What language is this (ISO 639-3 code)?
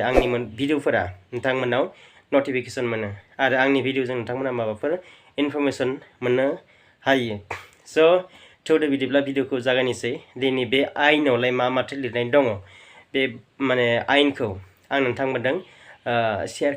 brx